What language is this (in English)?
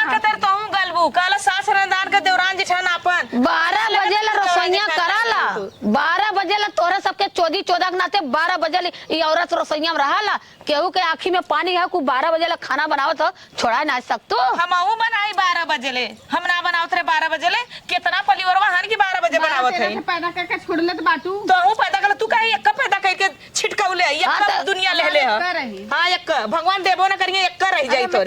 Awadhi